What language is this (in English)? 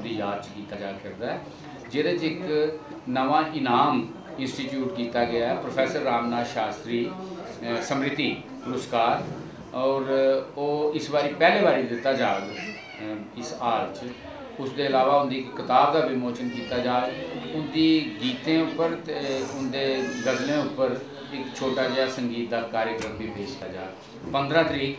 Dogri